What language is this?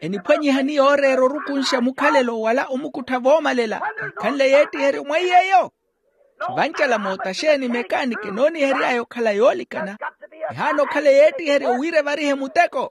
Makhuwa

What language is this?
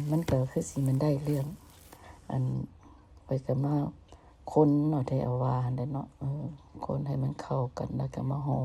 Lao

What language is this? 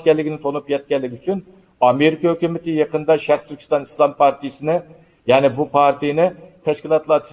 Uyghur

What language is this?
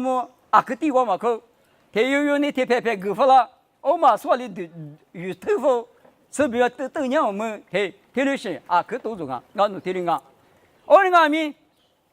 Lisu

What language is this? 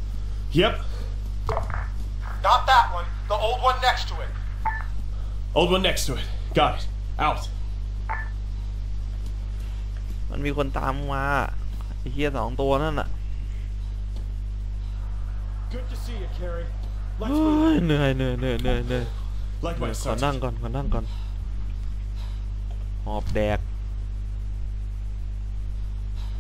Thai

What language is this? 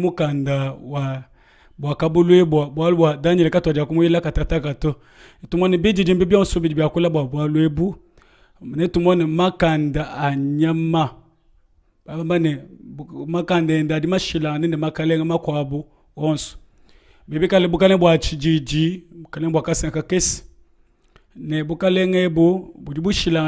Luba-Lulua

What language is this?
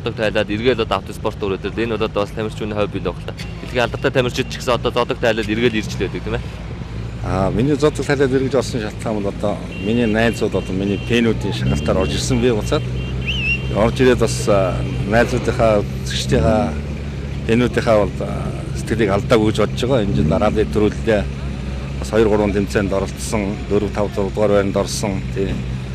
Mongolian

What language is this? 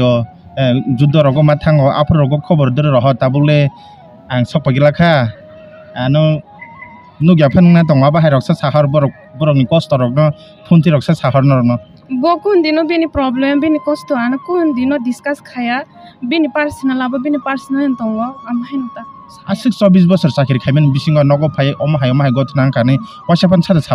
Kok Borok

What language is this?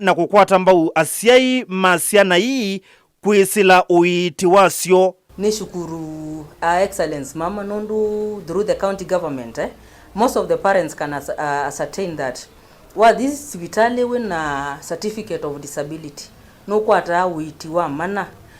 Kamba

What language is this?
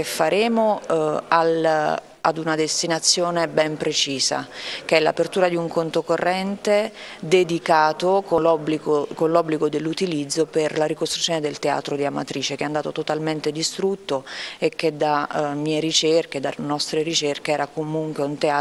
Italian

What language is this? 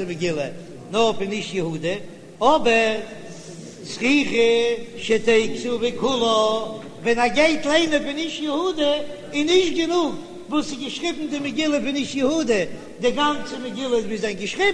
Yiddish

